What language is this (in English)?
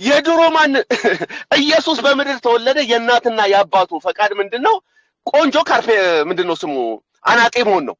Amharic